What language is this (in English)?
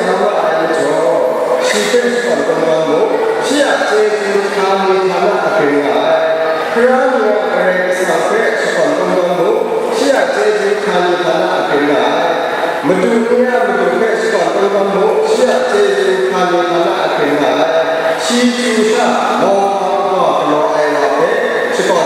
Kachin